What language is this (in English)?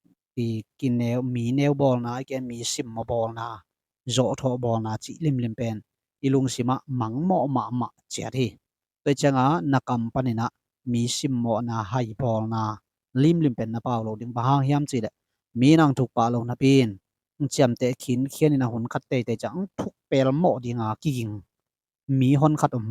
Tedim Chin